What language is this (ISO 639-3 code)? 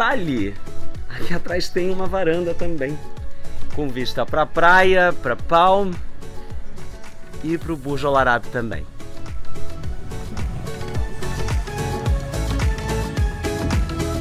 por